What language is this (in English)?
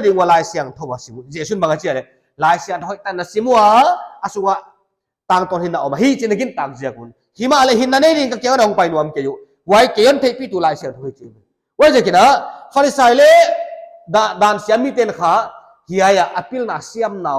Paite Chin